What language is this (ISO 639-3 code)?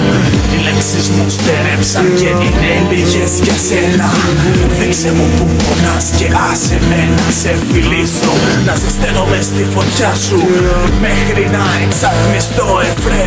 ell